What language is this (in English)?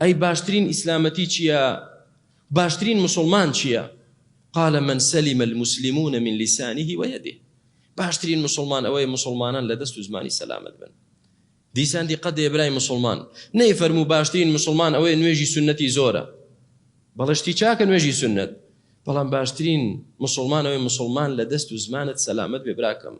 Central Kurdish